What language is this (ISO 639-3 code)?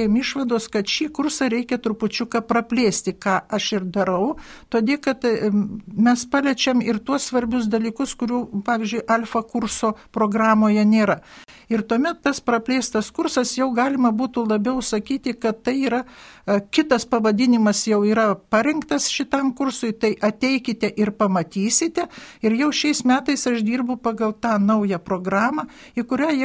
lit